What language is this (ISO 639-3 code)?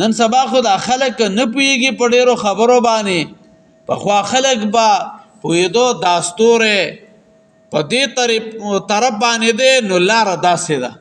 pus